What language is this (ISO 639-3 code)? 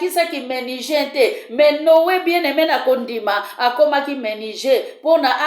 lin